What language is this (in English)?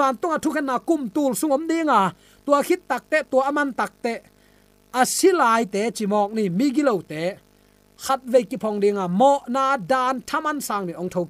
Tedim Chin